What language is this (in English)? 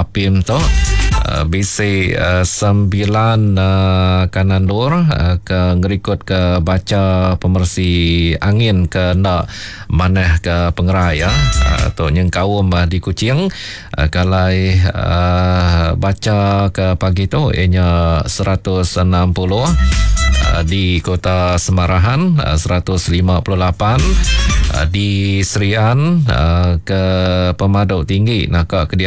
Iban